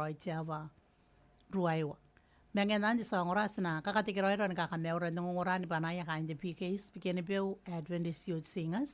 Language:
Gilbertese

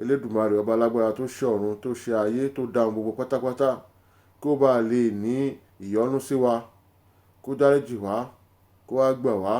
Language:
Yoruba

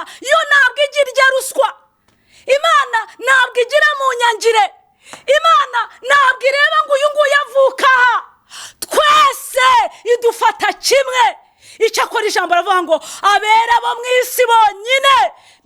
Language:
Kinyarwanda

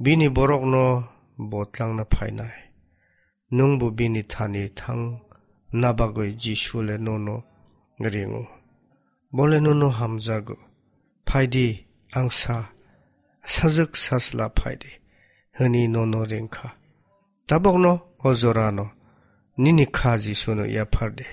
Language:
Kok Borok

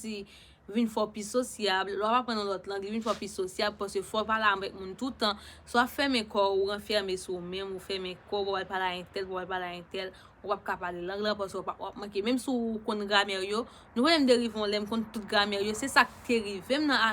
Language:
Haitian Creole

